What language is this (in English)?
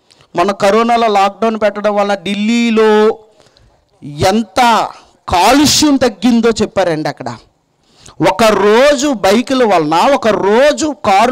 Telugu